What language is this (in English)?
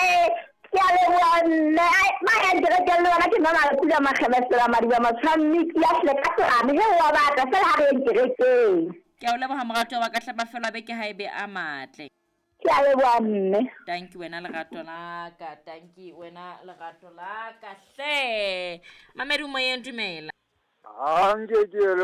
Southern Sotho